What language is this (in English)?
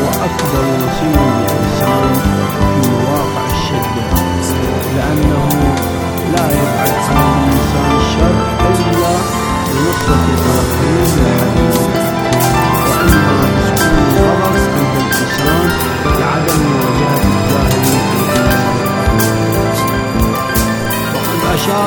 Arabic